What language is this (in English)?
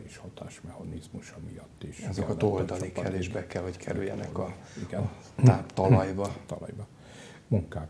Hungarian